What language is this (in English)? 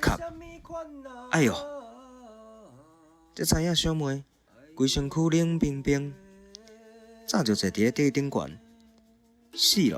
Min Nan Chinese